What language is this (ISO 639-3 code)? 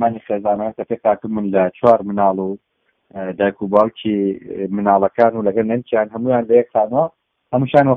ckb